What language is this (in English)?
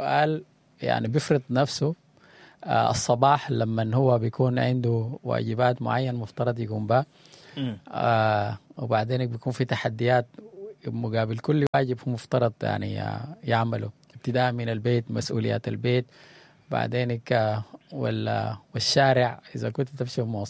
Sudanese Arabic